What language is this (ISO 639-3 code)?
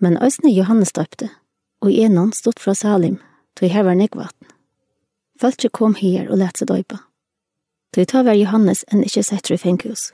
fao